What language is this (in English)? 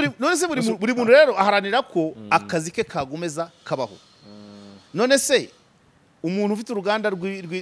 Kinyarwanda